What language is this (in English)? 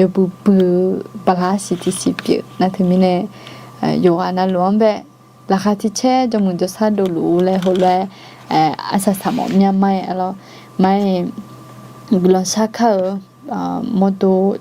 Akha